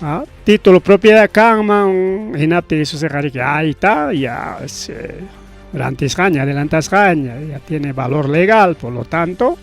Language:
Ayacucho Quechua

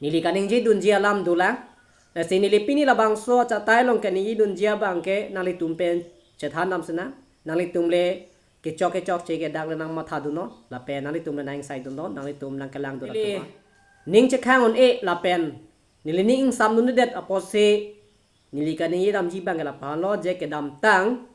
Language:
Karbi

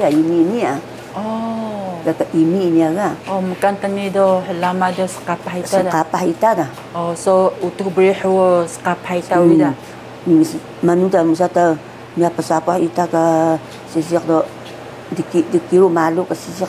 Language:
Taroko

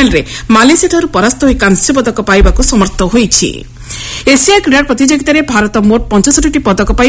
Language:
Odia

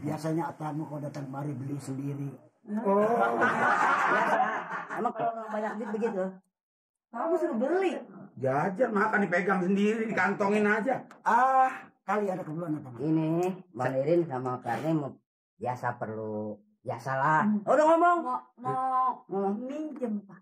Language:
Betawi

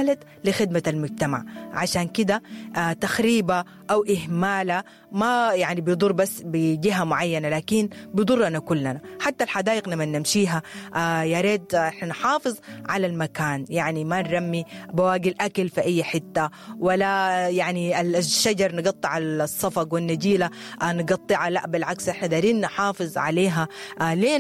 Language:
Sudanese Arabic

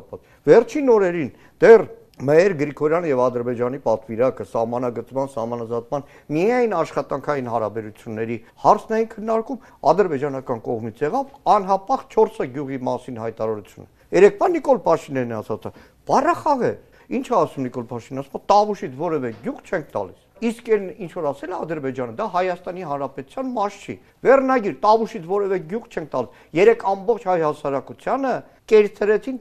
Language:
Armenian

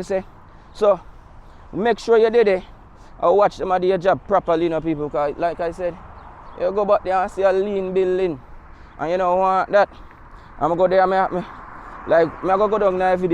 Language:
Jamaican Creole English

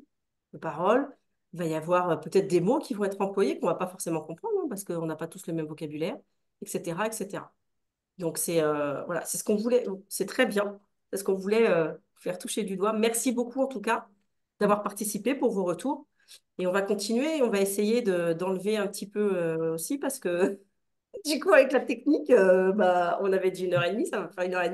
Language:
French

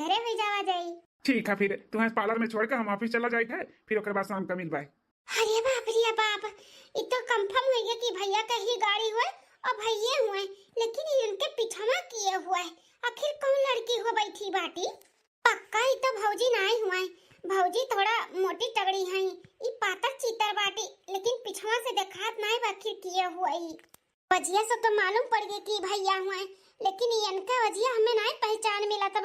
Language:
Awadhi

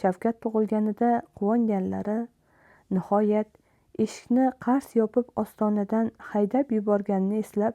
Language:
Uzbek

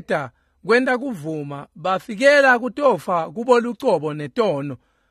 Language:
Swati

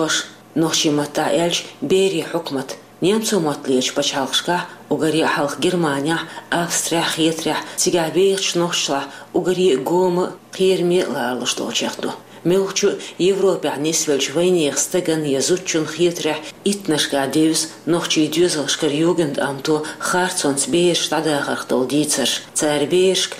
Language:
Chechen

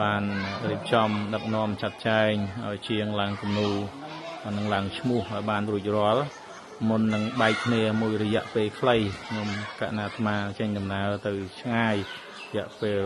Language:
Khmer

